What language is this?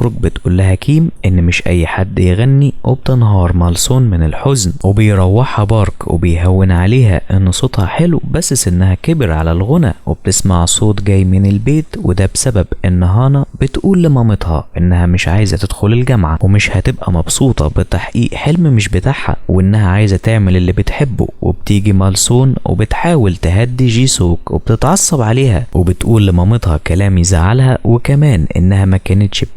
Egyptian Arabic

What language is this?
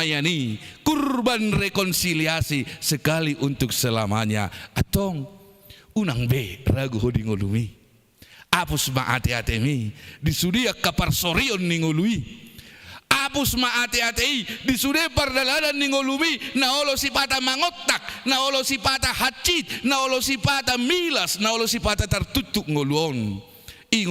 Batak Toba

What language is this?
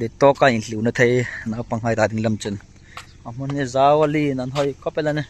Hmar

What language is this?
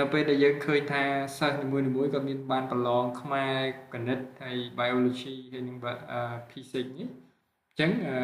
Khmer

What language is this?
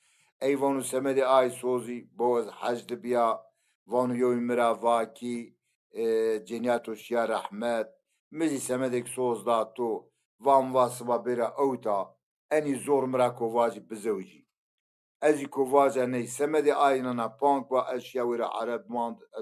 Zaza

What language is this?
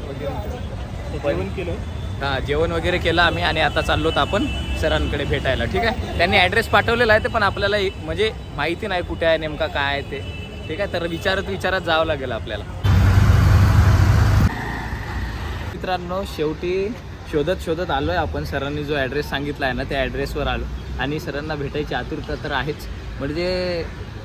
Marathi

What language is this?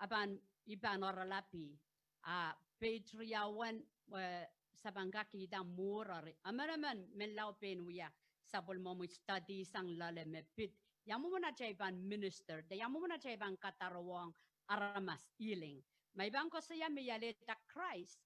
Pohnpeian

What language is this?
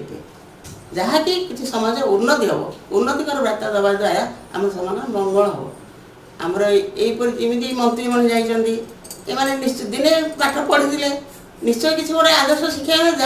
Odia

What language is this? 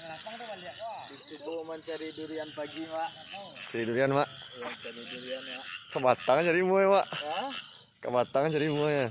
Minangkabau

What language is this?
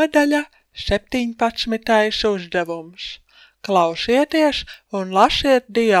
Latvian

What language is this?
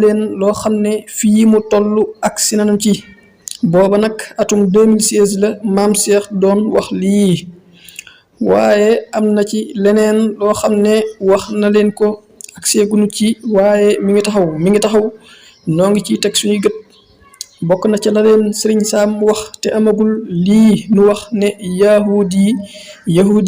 Wolof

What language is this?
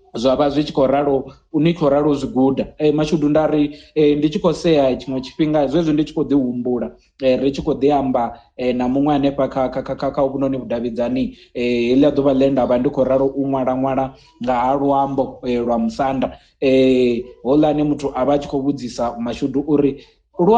Venda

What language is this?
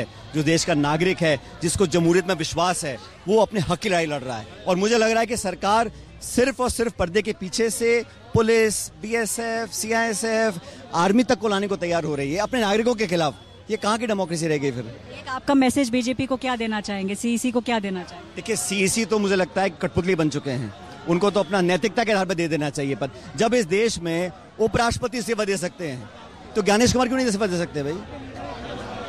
Hindi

